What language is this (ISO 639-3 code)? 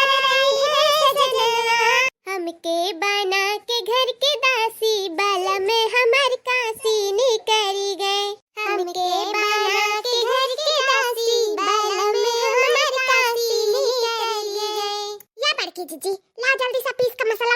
awa